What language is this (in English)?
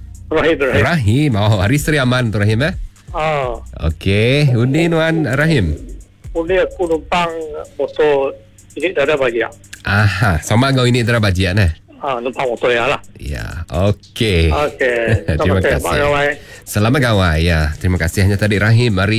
Malay